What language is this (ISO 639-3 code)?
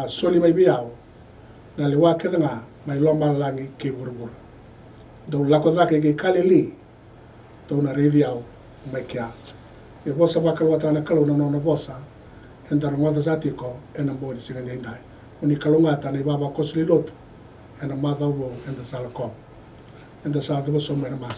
fij